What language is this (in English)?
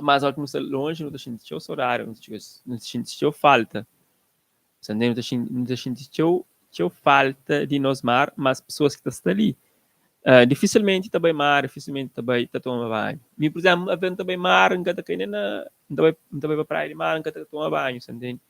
Kabuverdianu